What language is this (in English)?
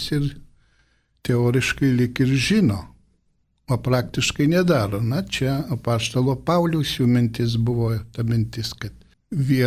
Lithuanian